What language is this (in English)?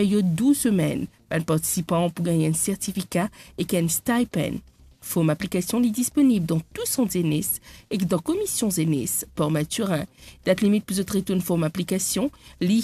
Morisyen